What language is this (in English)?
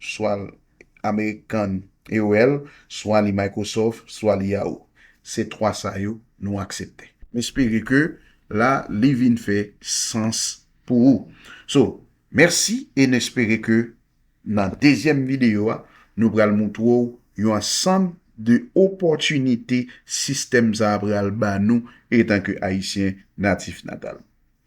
Haitian Creole